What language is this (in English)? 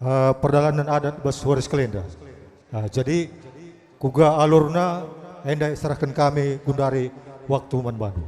Batak Karo